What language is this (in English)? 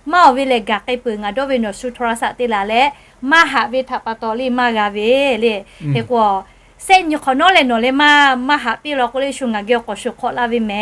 Lahu